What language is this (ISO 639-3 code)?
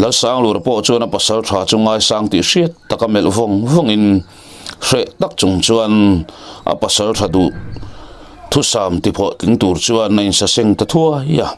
lus